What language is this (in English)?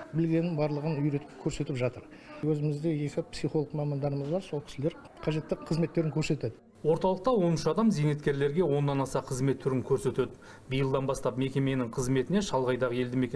Kazakh